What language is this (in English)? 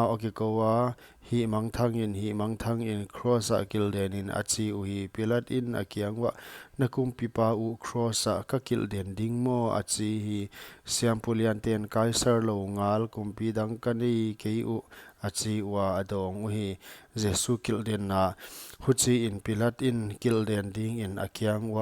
Paite Chin